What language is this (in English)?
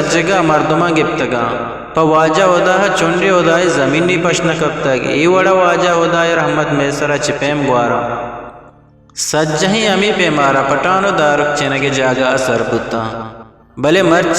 Eastern Balochi